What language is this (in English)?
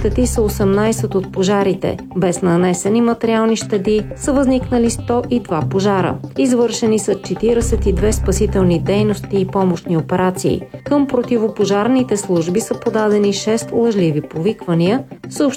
Bulgarian